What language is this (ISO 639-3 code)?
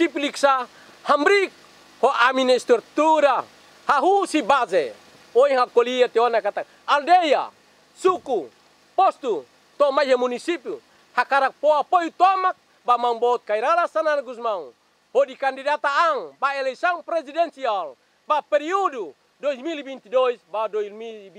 tet